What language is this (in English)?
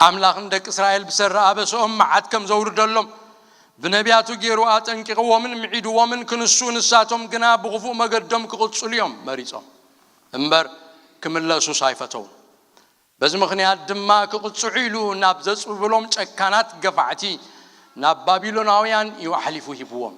Tigrinya